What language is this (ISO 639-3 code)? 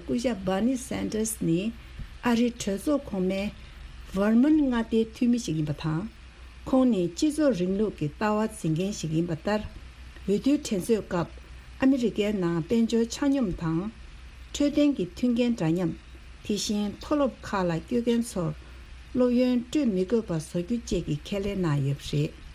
bod